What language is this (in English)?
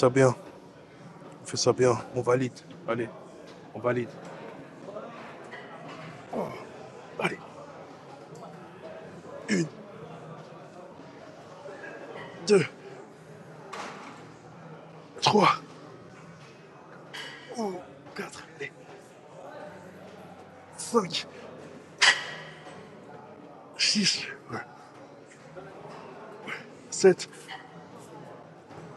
French